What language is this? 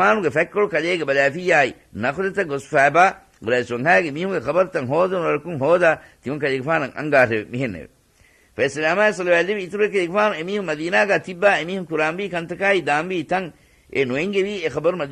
Divehi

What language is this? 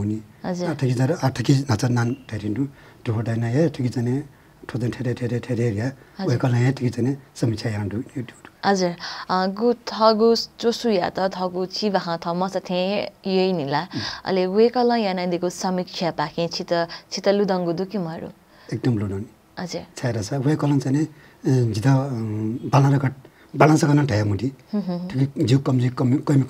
Newari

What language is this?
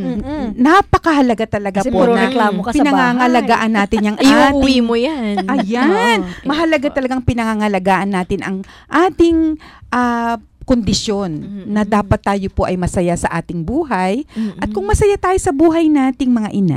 Filipino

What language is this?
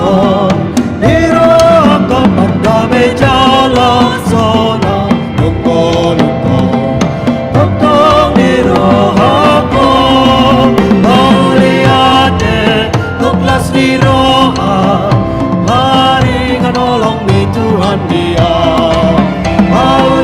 Batak Toba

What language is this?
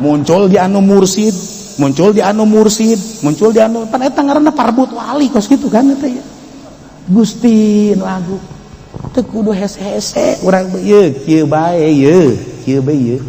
Sundanese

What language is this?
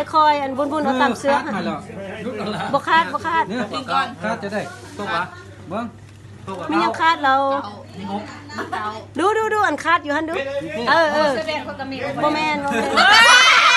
Lao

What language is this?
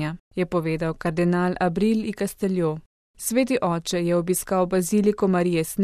Slovenian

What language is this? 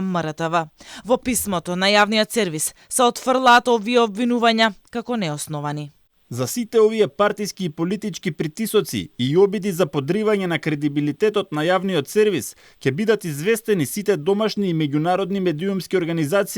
Macedonian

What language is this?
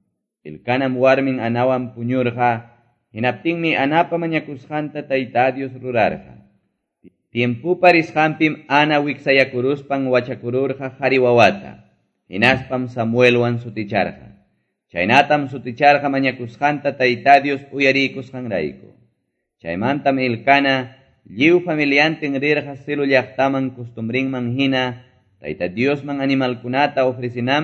Quechua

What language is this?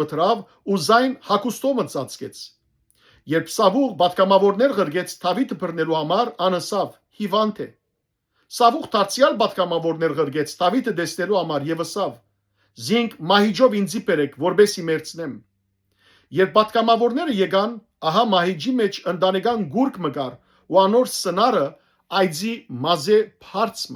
Western Armenian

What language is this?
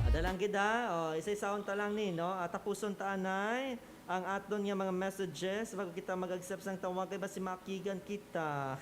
Hiligaynon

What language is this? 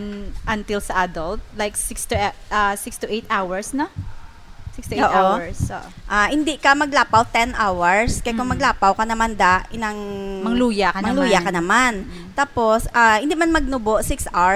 Hiligaynon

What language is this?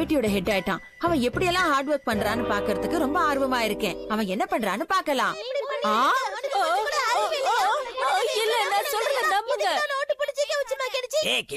Tamil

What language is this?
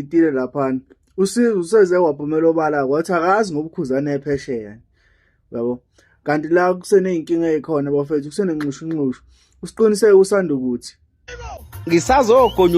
Zulu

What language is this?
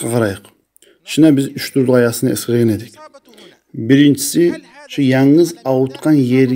Kumyk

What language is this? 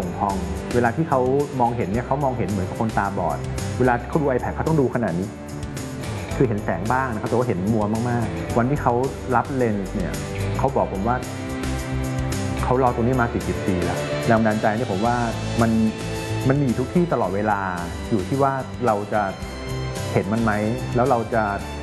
Thai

